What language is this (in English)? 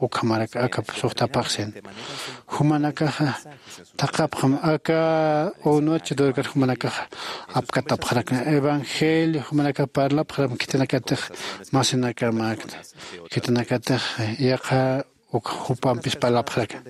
Aymara